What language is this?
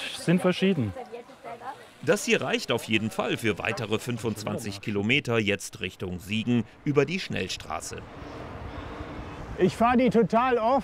German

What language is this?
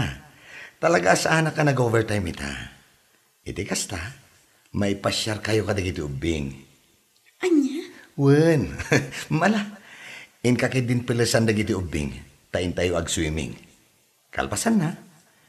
Iloko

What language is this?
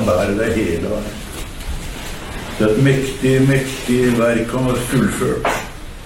Norwegian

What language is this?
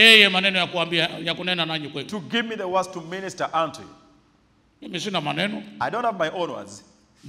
Swahili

